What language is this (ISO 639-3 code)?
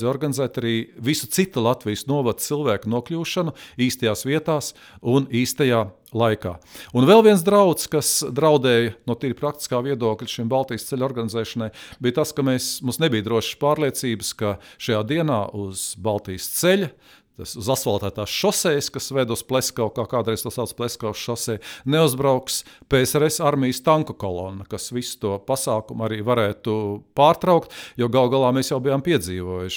lav